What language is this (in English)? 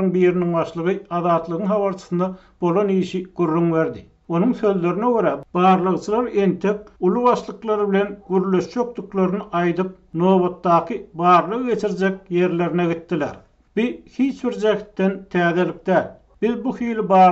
Turkmen